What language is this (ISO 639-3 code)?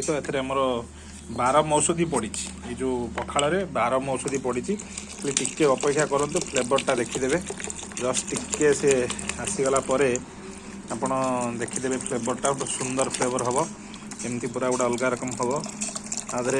ori